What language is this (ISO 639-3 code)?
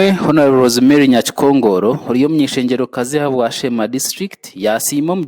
nyn